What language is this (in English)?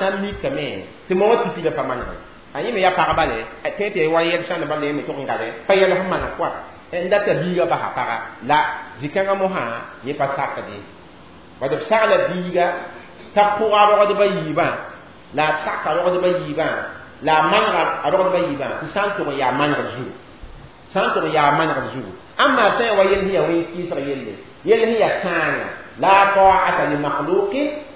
Mossi